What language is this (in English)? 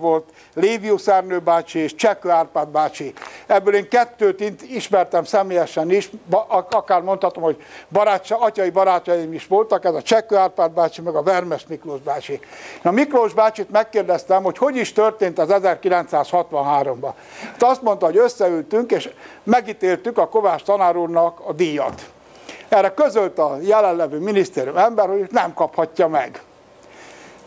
Hungarian